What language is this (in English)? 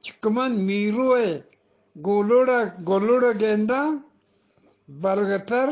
Eastern Balochi